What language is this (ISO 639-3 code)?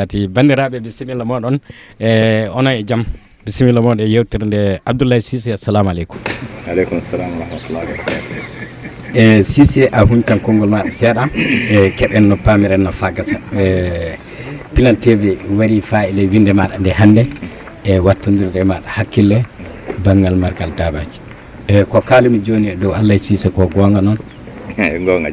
ful